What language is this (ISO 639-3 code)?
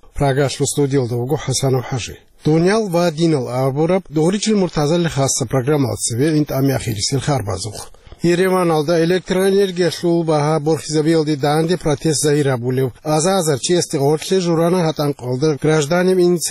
ava